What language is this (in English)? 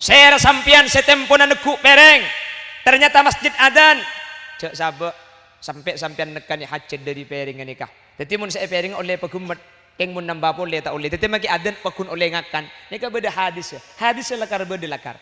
Madurese